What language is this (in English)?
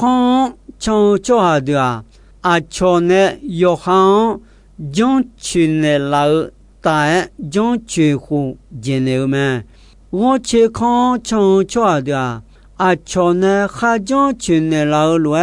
Akha